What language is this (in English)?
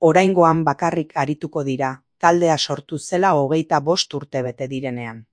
Basque